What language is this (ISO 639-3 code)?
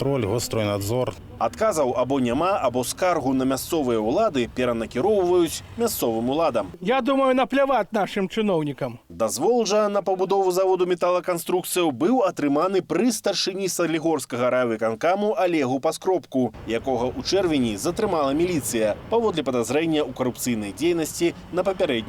bel